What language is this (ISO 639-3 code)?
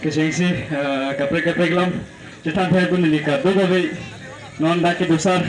mjw